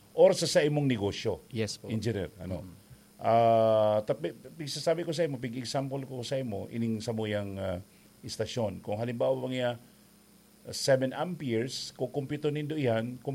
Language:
Bikol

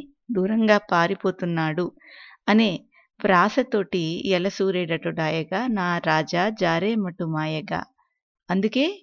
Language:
Telugu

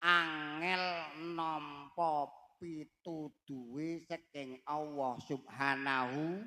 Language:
Javanese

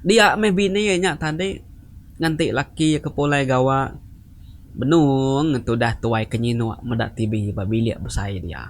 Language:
Iban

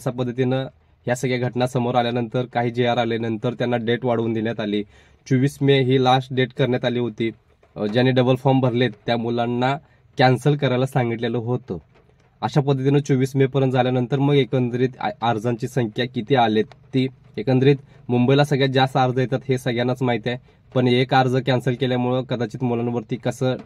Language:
Marathi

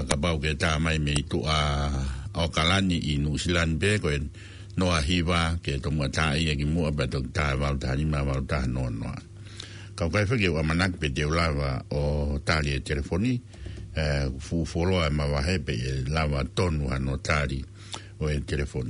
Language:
Tongan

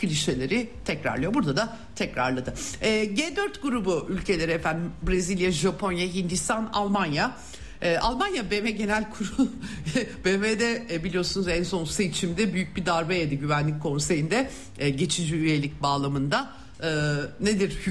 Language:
Turkish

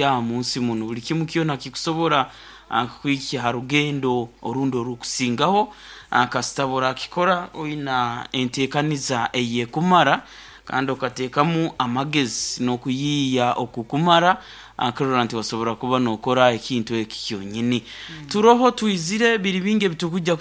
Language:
Nyoro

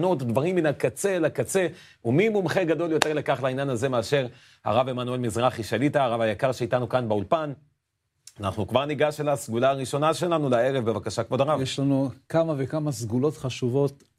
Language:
Hebrew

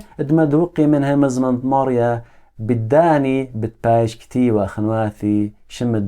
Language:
Assyrian Neo-Aramaic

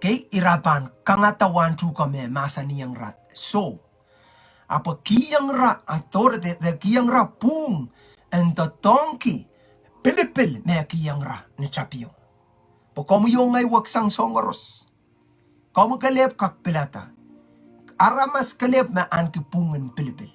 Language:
Pohnpeian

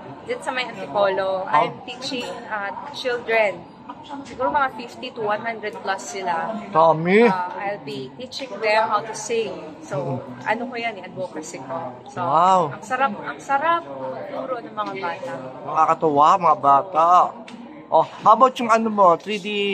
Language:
Filipino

